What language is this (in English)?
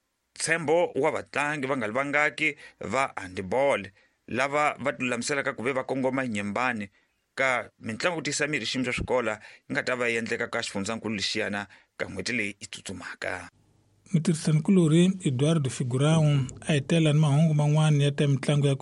Tsonga